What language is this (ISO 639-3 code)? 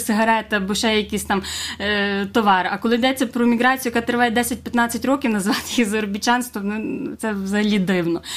ukr